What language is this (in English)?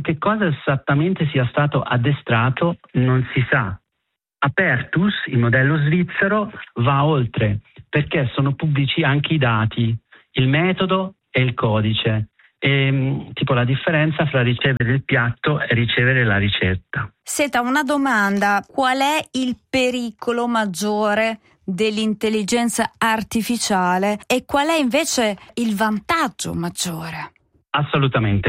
Italian